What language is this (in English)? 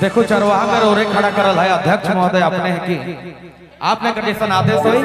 Sadri